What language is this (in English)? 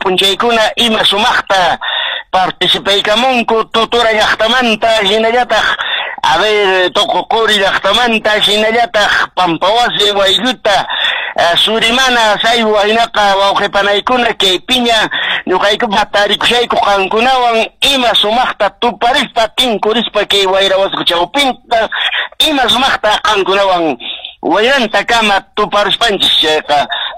Quechua